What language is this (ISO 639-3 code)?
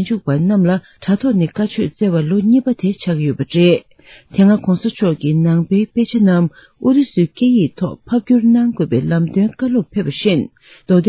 bod